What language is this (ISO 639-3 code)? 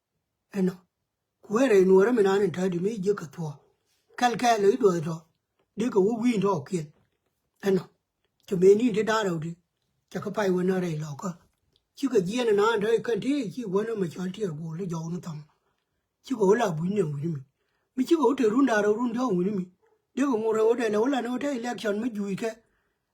nus